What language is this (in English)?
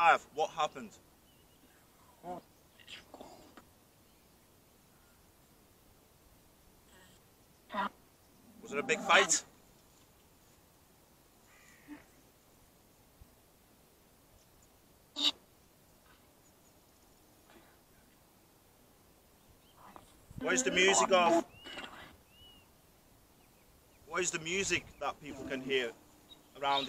English